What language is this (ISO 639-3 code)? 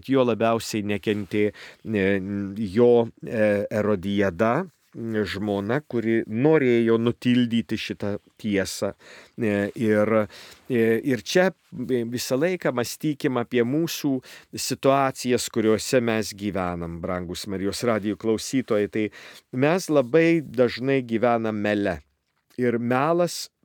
lit